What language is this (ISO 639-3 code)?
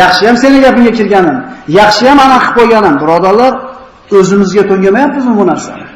uzb